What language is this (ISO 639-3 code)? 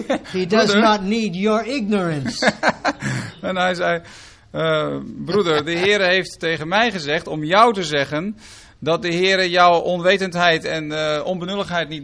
nld